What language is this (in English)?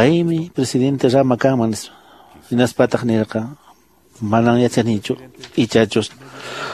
Quechua